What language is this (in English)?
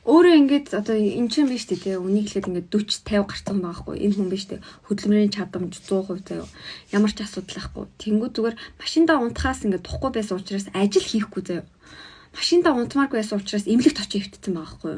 Mongolian